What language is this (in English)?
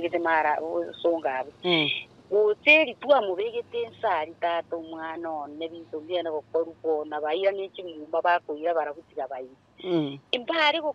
Gusii